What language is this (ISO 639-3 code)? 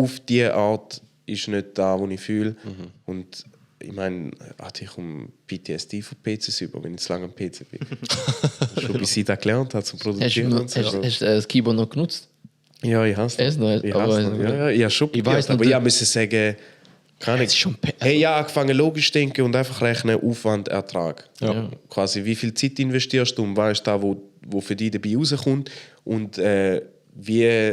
gsw